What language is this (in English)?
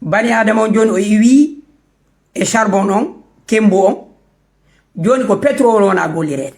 Fula